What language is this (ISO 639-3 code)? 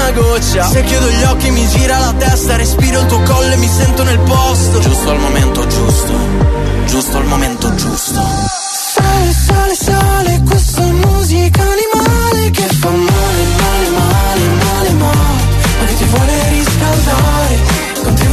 ita